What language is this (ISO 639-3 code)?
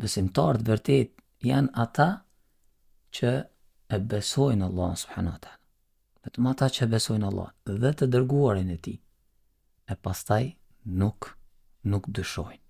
sqi